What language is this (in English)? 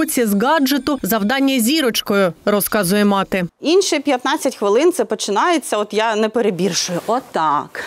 Ukrainian